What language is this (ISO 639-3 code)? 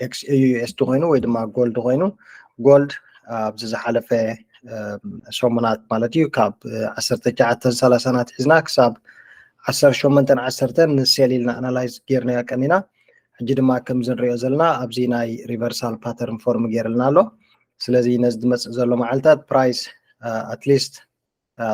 tir